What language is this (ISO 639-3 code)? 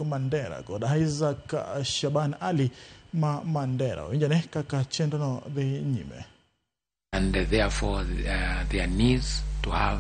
luo